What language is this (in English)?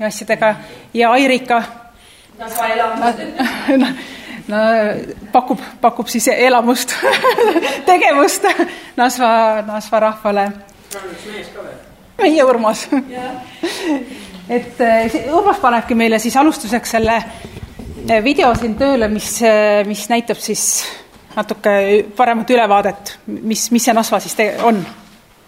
Estonian